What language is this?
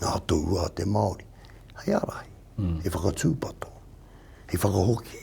Māori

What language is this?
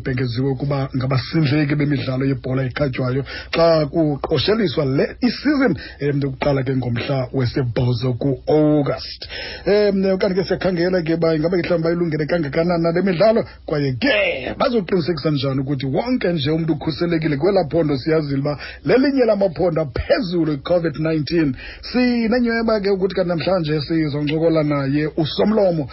Xhosa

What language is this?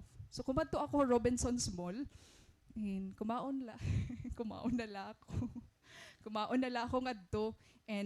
Waray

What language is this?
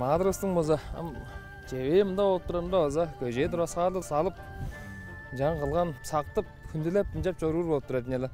Tuvinian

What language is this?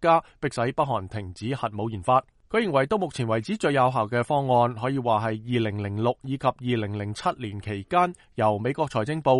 Cantonese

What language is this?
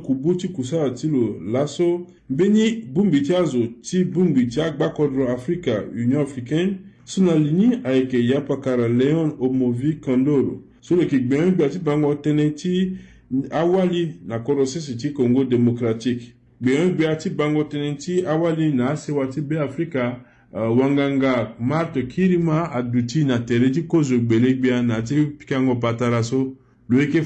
Sango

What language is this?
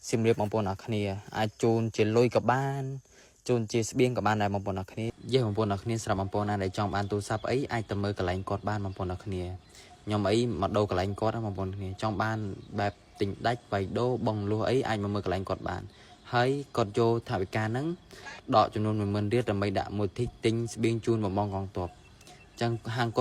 Khmer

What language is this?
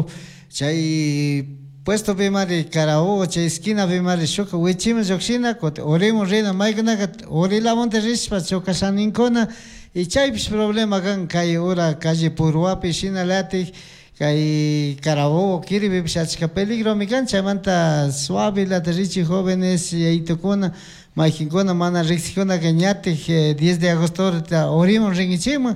Chimborazo Highland Quichua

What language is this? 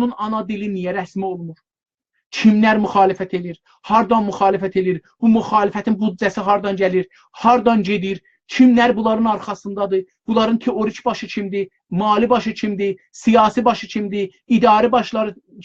South Azerbaijani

